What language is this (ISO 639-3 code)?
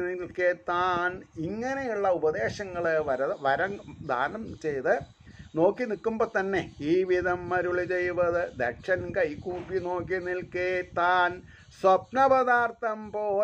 mal